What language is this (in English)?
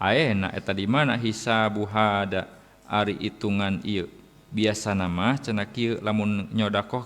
Sundanese